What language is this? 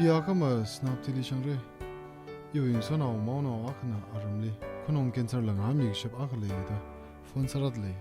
Tangkhul Naga (India)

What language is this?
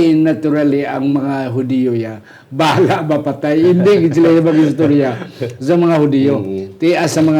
Hiligaynon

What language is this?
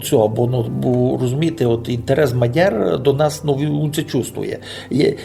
Rusyn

